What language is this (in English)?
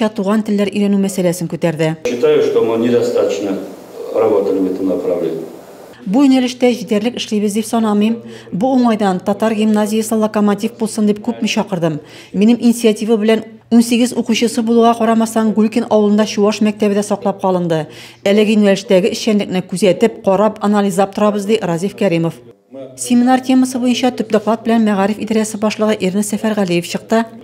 Tatar